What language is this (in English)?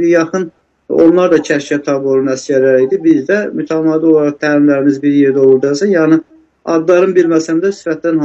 Azerbaijani